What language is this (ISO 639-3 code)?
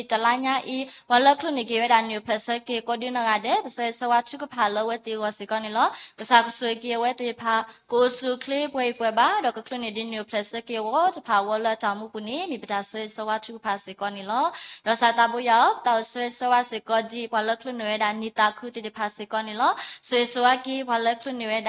ksw